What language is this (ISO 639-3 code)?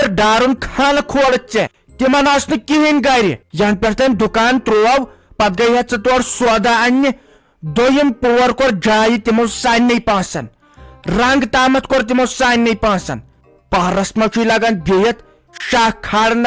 kas